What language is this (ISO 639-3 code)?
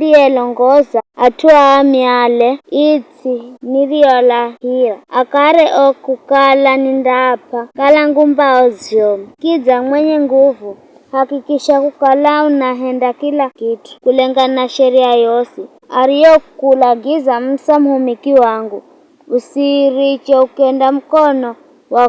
nyf